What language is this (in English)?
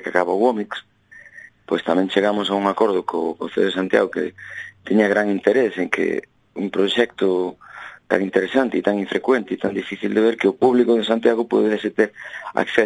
Galician